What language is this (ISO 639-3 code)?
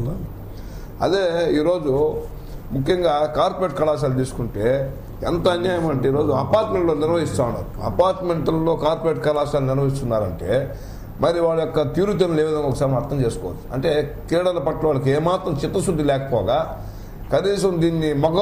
tel